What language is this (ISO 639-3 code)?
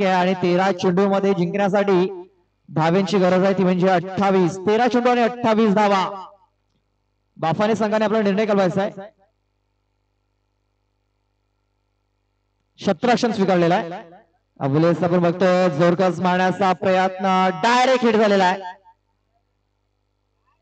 mar